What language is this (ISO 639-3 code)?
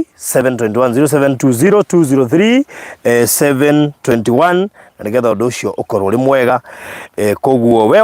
kik